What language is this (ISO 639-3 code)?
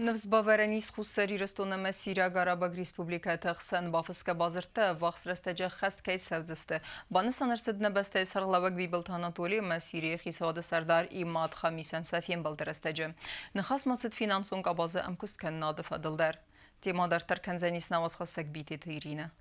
oss